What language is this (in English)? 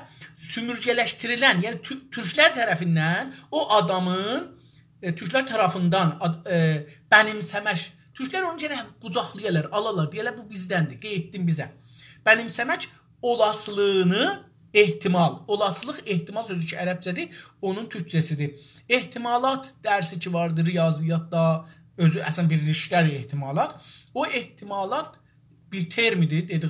South Azerbaijani